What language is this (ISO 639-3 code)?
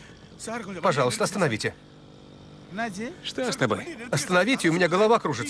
rus